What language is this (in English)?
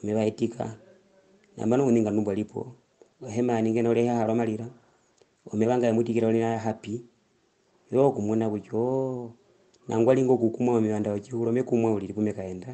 Herero